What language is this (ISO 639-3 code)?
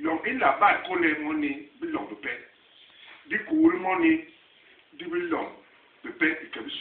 bas